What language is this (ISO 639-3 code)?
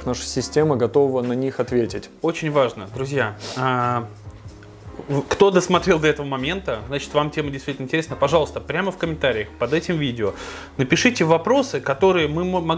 rus